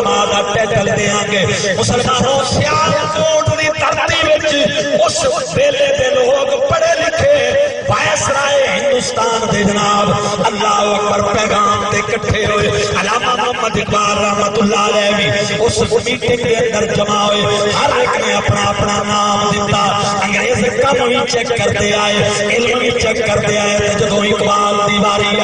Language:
Saraiki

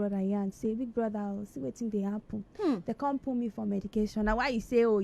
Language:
Nigerian Pidgin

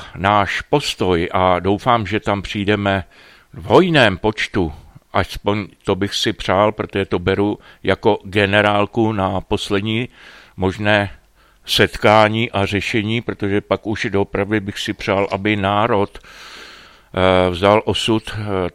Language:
Czech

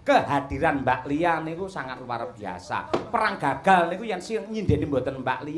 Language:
Javanese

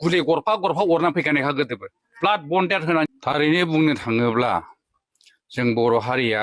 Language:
Bodo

